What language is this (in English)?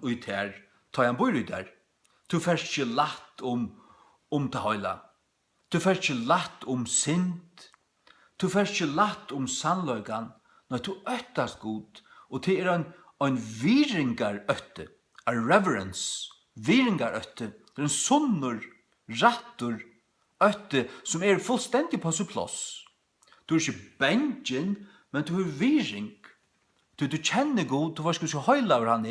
Faroese